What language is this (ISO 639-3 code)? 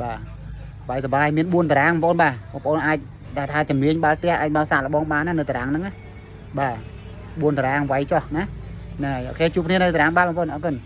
khm